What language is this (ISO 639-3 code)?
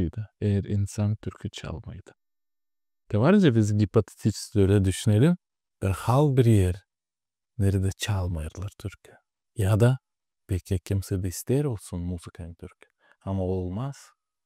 gag